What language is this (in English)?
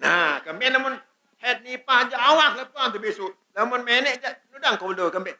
Sasak